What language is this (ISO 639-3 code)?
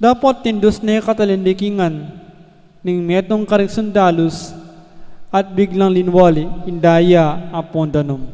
pam